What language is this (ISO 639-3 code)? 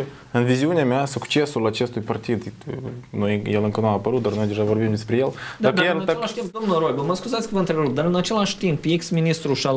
ron